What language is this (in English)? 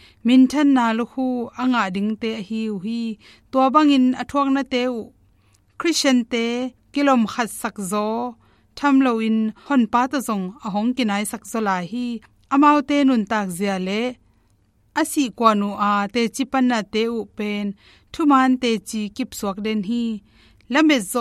Tedim Chin